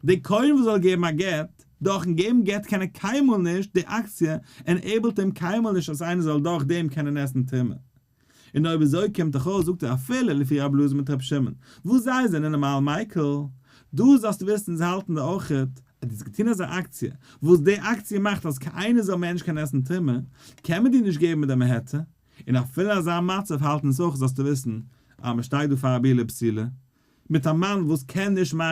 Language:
Yiddish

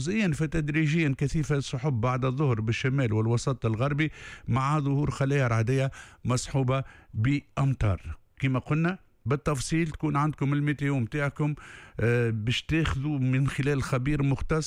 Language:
Tunisian Arabic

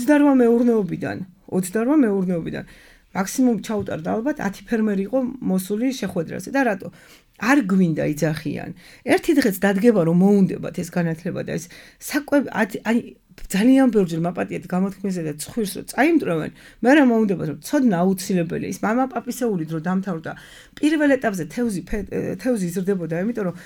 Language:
Georgian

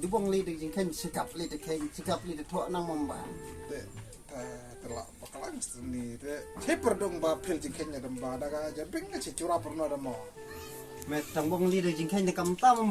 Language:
Khasi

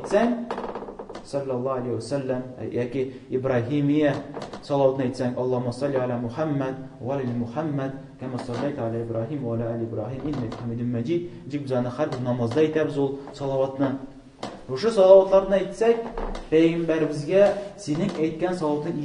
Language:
Tatar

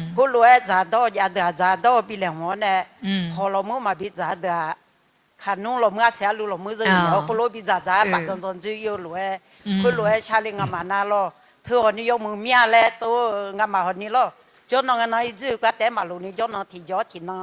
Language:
Akha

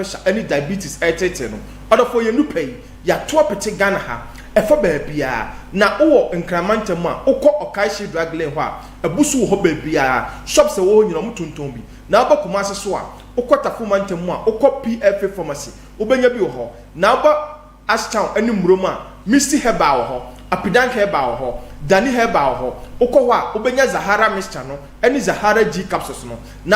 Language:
Akan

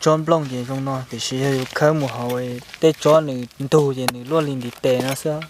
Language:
Hmong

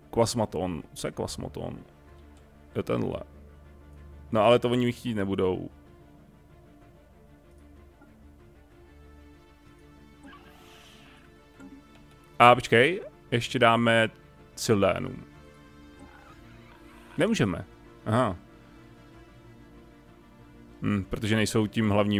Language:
Czech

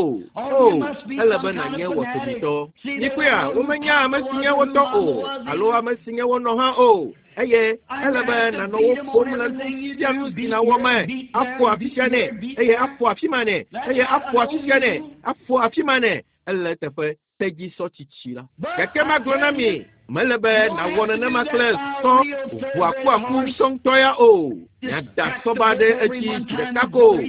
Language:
Ewe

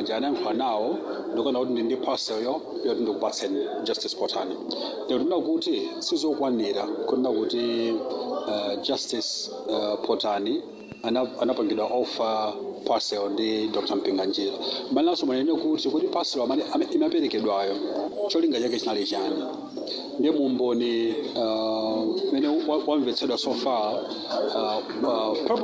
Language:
Nyanja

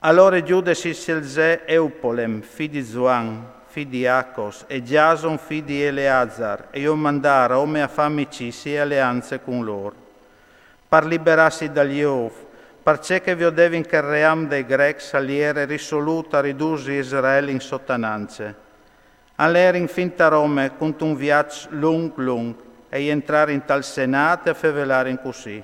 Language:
Friulian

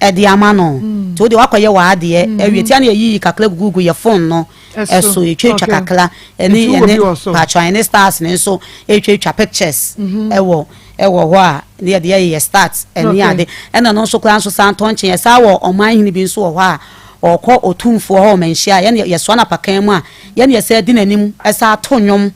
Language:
Akan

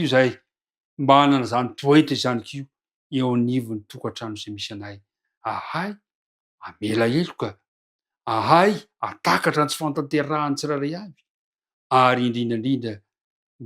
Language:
Malagasy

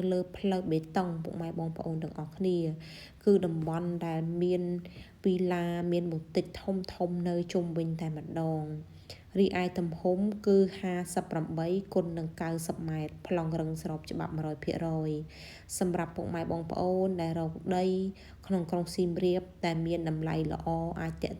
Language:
Khmer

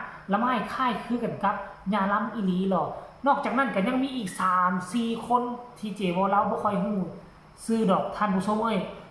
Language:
Northeastern Thai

